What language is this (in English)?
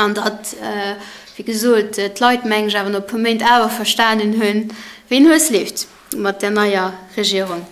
Luxembourgish